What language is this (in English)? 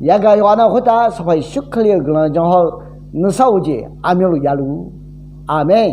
Akha